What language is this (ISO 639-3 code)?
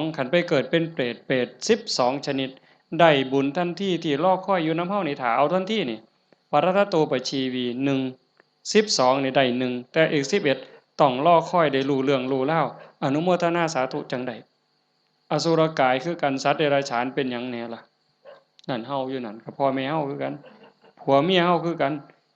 tts